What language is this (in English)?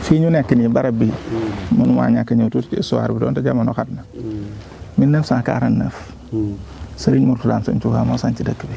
Wolof